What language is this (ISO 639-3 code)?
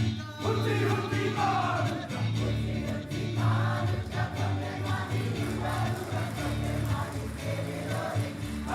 mri